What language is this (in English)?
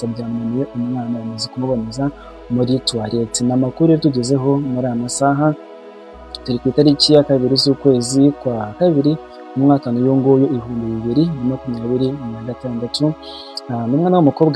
Kinyarwanda